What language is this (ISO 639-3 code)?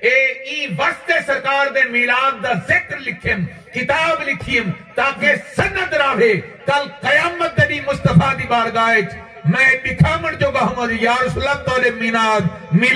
skr